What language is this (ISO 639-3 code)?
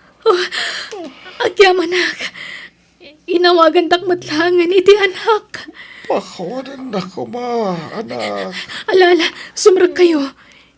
ilo